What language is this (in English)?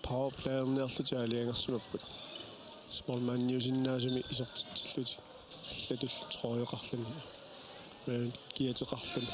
Kalaallisut